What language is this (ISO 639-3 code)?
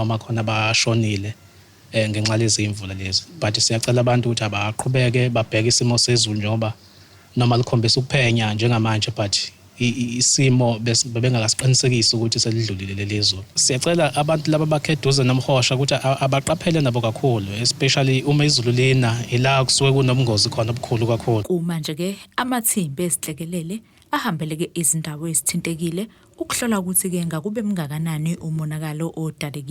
zul